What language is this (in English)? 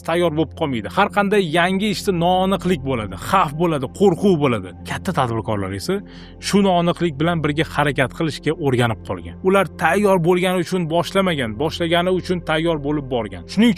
Uzbek